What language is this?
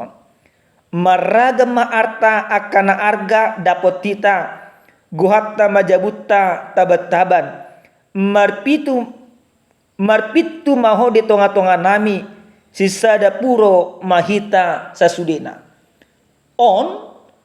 Batak Toba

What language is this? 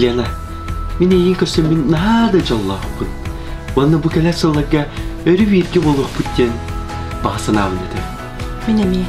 Yakut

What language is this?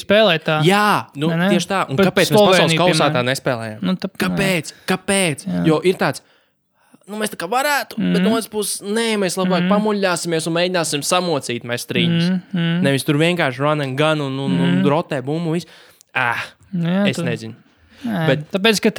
Latvian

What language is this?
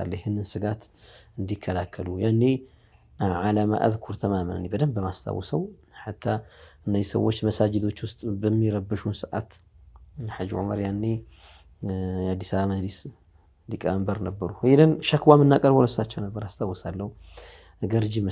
Amharic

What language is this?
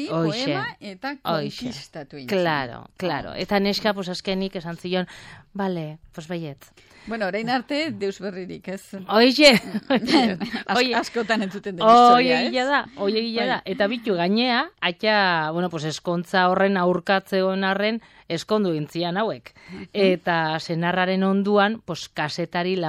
Basque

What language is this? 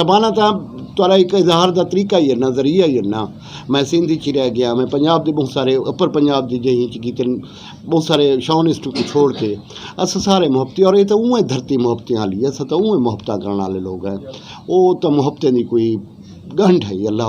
Saraiki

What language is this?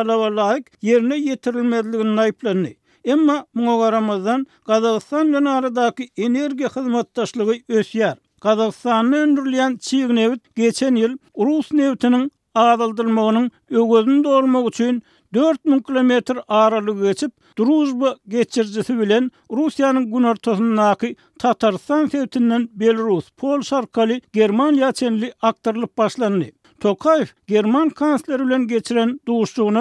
Turkmen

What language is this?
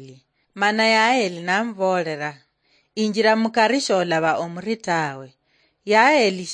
Luyia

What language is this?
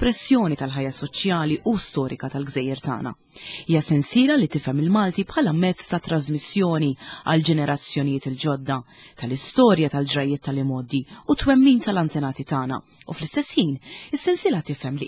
Maltese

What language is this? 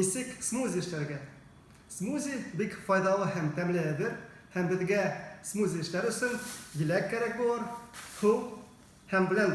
Bashkir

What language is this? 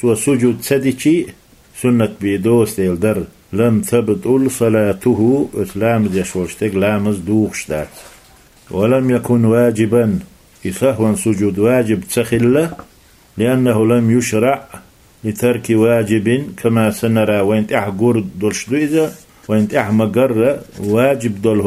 Chechen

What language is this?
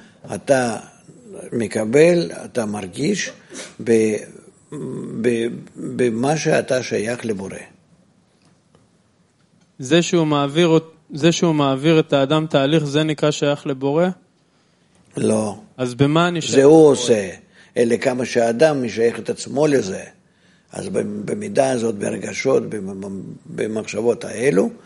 Hebrew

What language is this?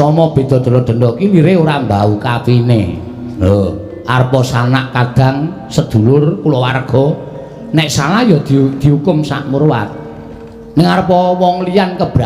Javanese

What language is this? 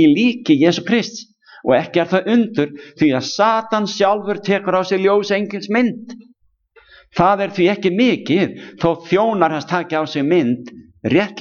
Icelandic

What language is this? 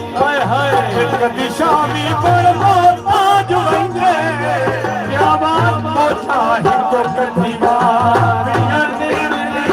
Saraiki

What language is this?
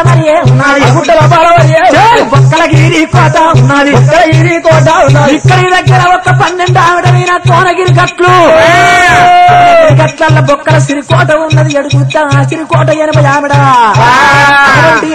Telugu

